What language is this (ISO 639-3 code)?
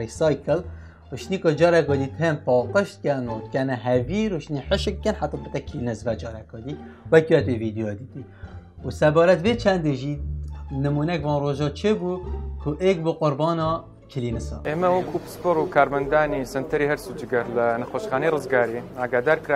kur